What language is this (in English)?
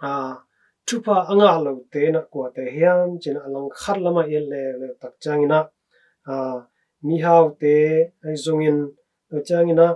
Tedim Chin